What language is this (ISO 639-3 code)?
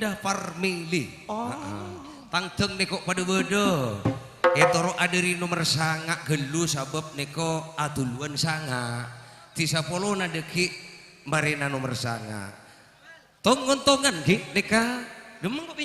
mad